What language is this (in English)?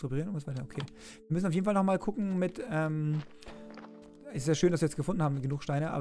German